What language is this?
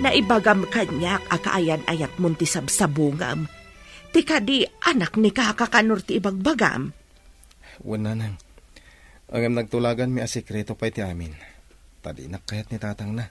Iloko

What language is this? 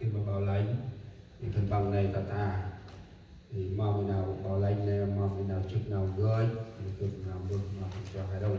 Central Mnong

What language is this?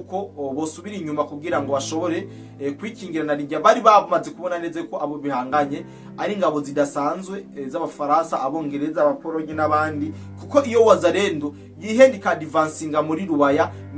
Rundi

